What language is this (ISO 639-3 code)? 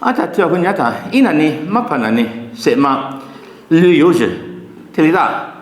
lis